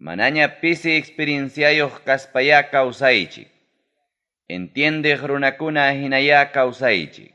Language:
Ayacucho Quechua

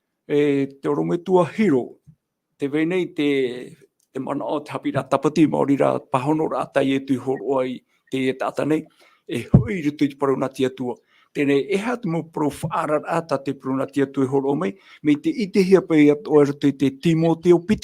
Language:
Tahitian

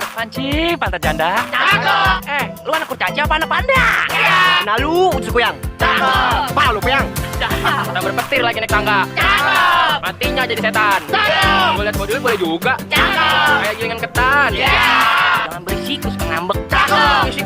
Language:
Betawi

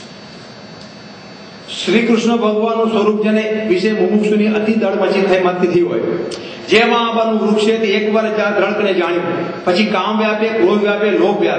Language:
Gujarati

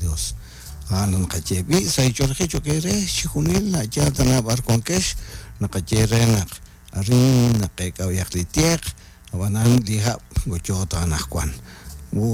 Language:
Kekchí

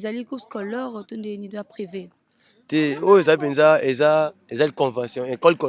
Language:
Lingala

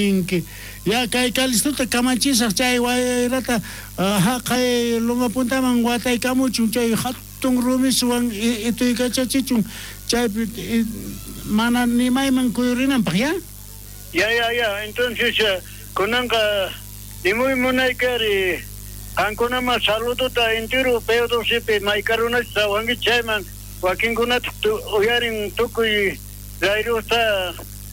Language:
South Bolivian Quechua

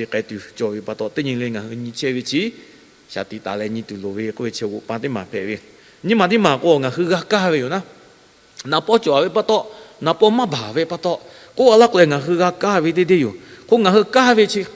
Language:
Lahu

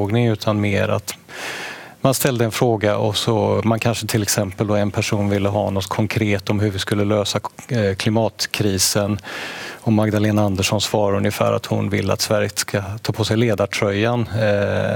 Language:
Swedish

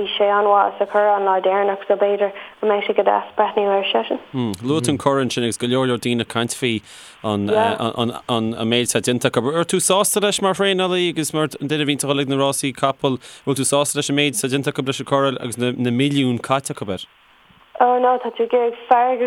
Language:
Irish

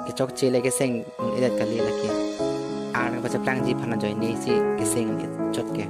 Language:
Karbi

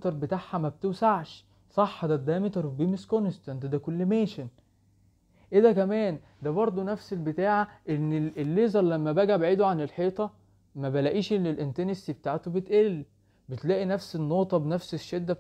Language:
Egyptian Arabic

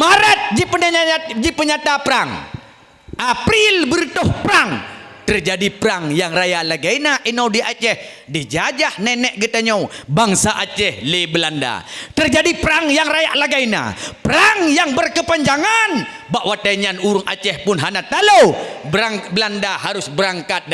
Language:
Achinese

